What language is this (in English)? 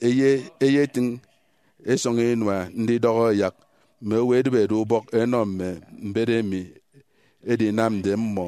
Efik